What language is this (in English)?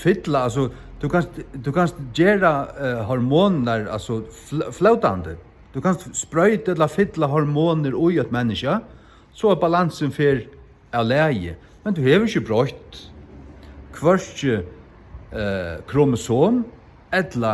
Faroese